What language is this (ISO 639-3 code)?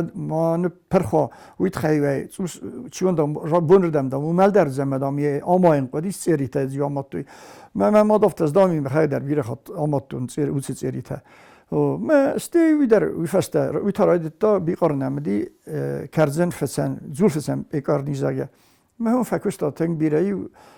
oss